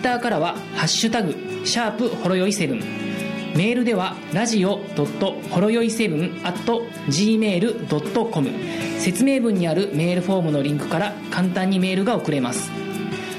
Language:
Japanese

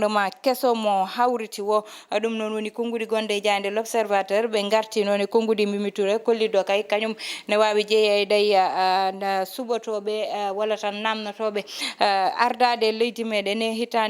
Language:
Fula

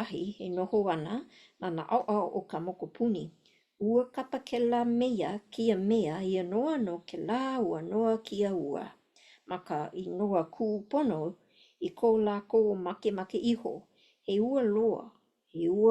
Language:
Hawaiian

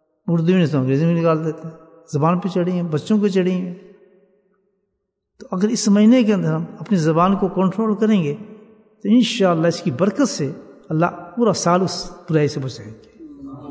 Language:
Urdu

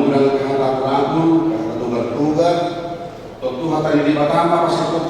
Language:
Batak Toba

